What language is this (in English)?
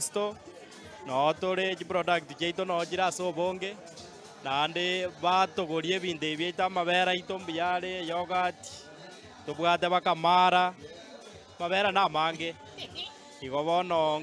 Gusii